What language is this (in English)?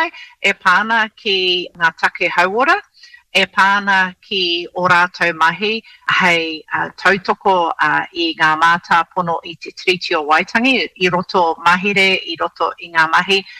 Māori